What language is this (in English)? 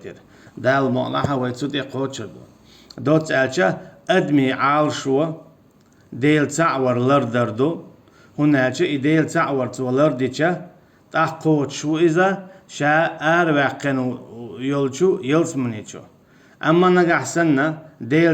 Chechen